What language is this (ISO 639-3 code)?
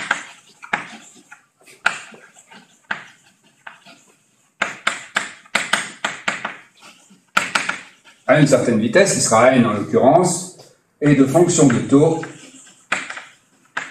fra